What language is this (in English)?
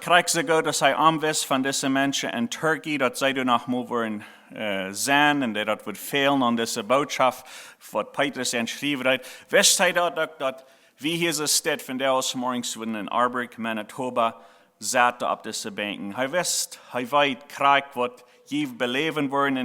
Plautdietsch